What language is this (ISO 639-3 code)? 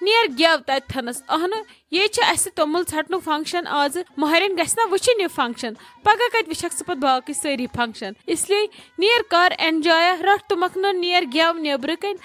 kas